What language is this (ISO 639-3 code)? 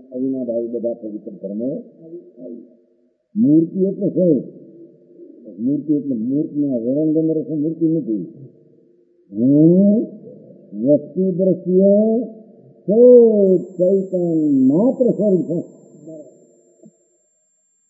guj